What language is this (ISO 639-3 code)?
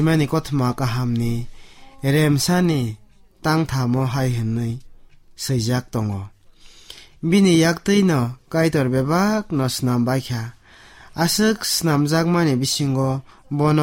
trp